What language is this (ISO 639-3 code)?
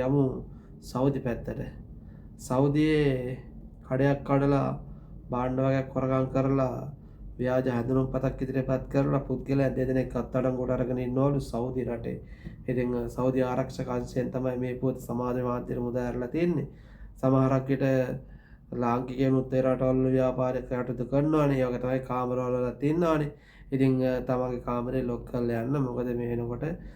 sin